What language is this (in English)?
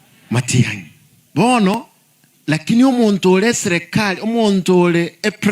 Gusii